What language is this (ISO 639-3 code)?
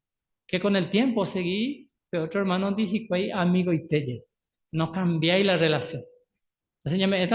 grn